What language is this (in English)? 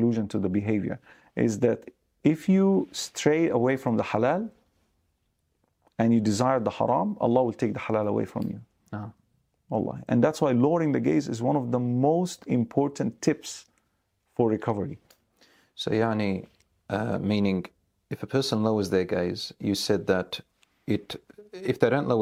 English